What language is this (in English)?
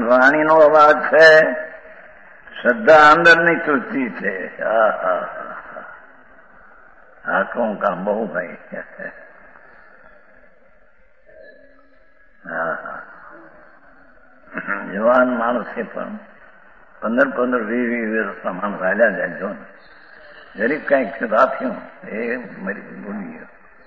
Gujarati